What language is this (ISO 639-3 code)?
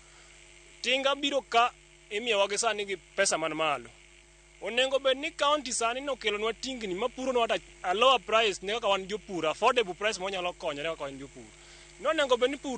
luo